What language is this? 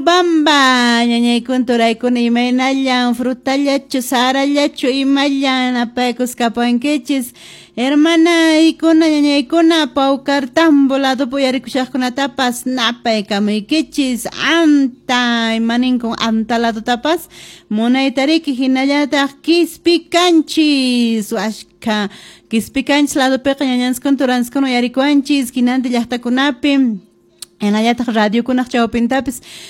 Quechua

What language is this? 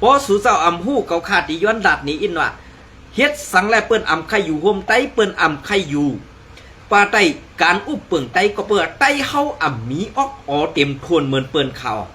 Shan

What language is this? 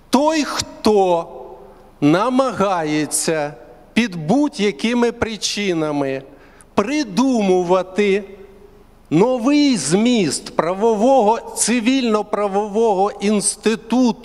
Ukrainian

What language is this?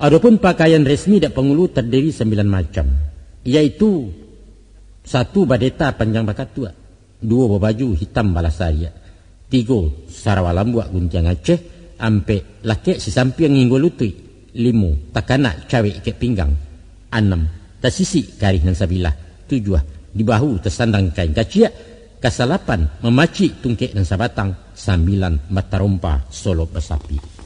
Minangkabau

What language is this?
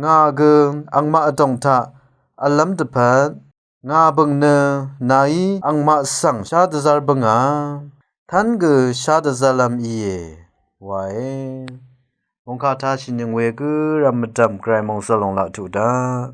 Rawang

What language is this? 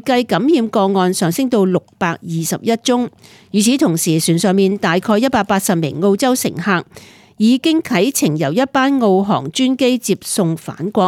Cantonese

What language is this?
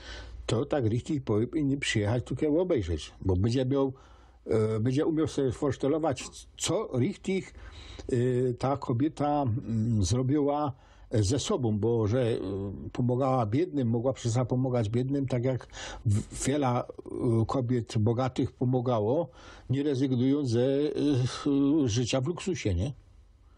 Silesian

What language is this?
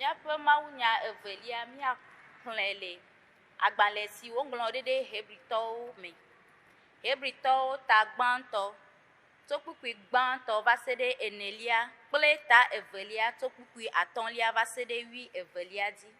Ewe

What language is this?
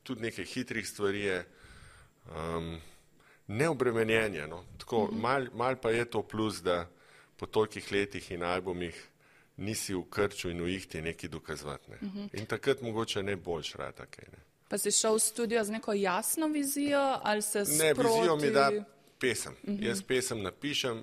Slovenian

